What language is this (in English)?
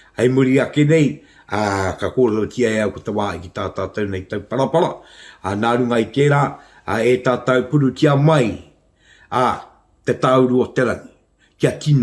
Māori